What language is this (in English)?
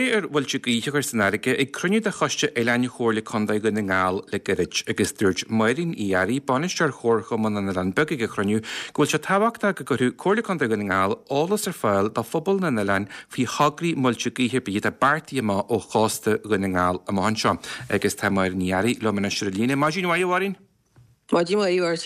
Irish